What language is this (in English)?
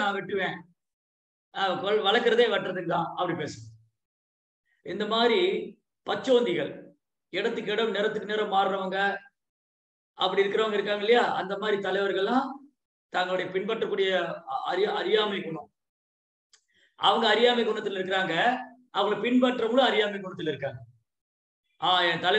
Tamil